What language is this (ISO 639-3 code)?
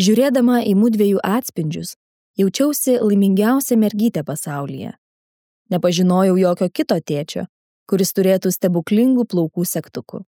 lit